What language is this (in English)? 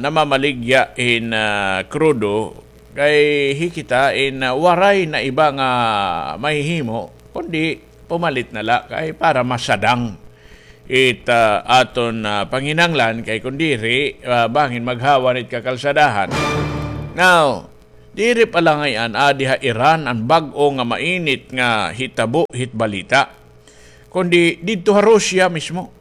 Waray